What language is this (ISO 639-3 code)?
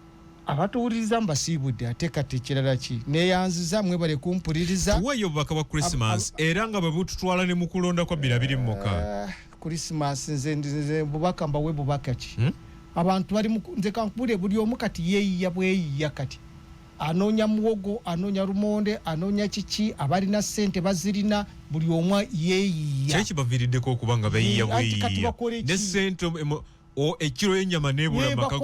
lug